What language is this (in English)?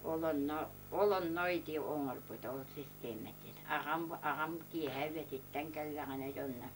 Yakut